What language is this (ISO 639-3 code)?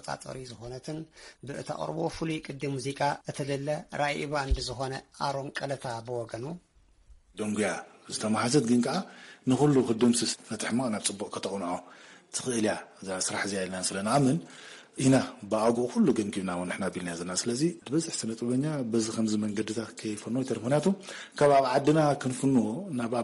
tir